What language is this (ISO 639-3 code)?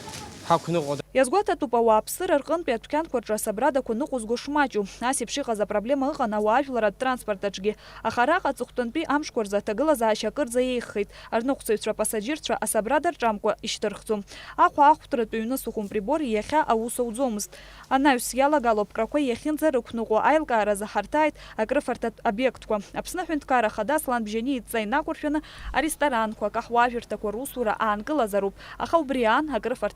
abk